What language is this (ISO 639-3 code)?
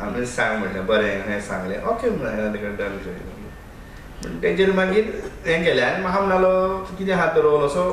kok